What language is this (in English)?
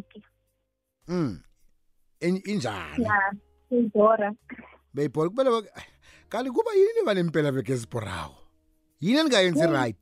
South Ndebele